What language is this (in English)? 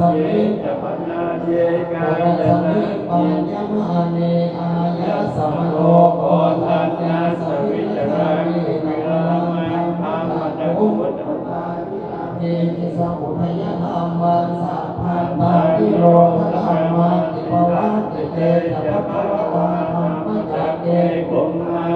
Pali